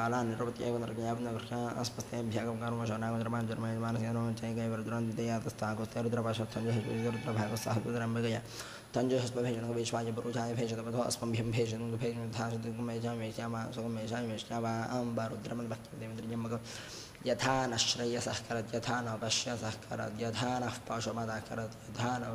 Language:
Sanskrit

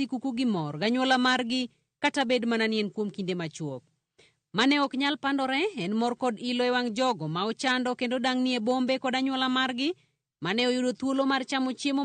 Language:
Luo (Kenya and Tanzania)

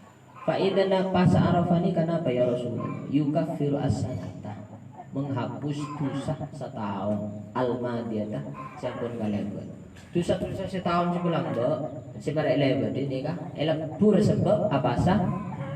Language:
Madurese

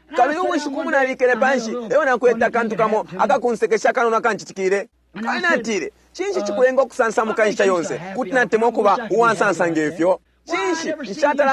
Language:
Bemba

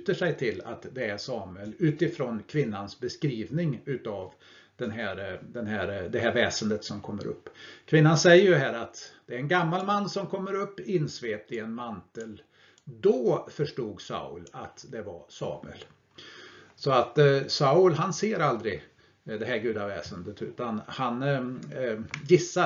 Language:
Swedish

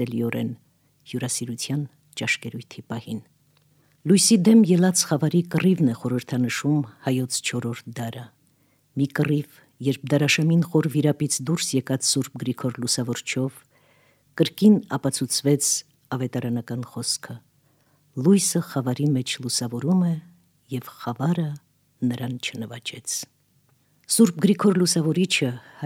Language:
Armenian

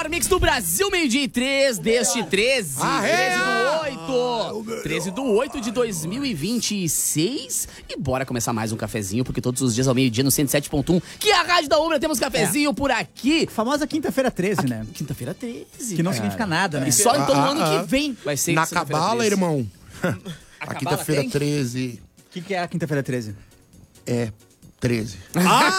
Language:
Portuguese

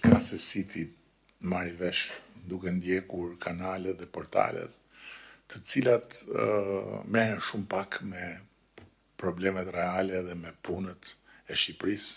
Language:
Albanian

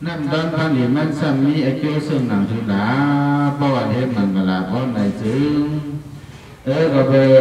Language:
Shan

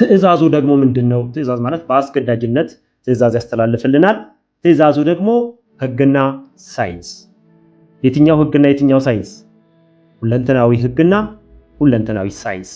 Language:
Amharic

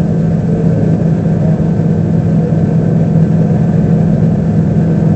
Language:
Hindi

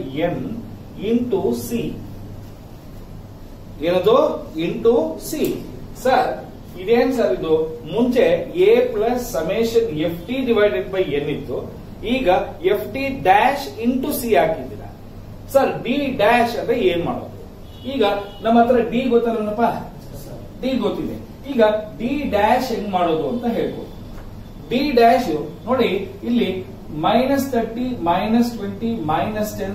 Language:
Kannada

